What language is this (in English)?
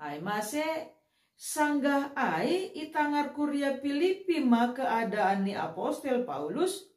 Batak Simalungun